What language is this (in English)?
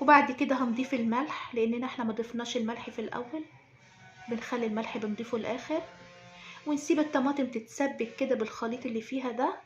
Egyptian Arabic